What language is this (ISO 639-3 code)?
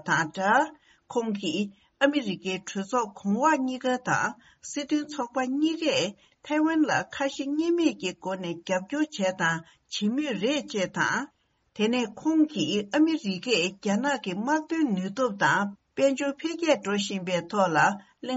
bod